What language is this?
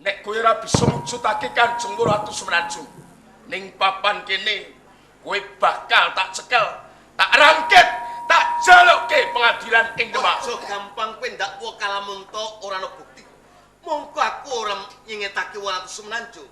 Javanese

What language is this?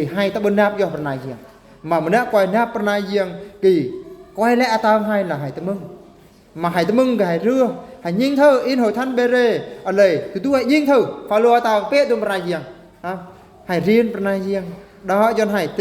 Eastern Bru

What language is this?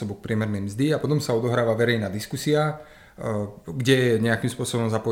Slovak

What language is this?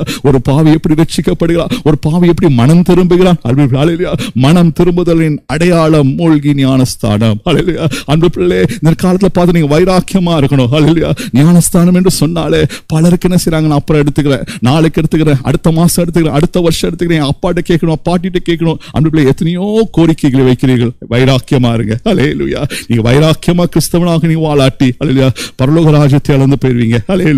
Tamil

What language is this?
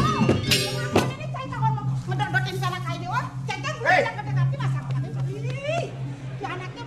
Balinese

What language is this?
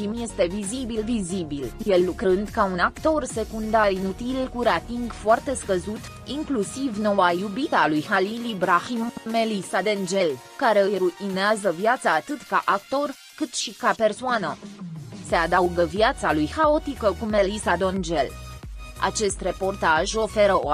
Romanian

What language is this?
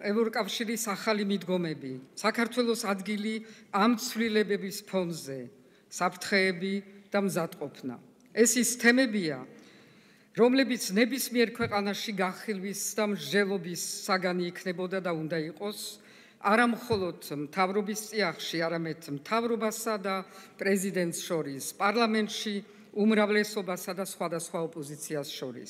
Georgian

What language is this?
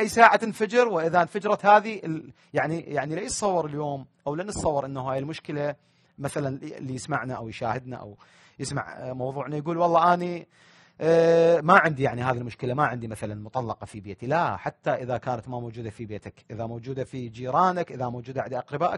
Mesopotamian Arabic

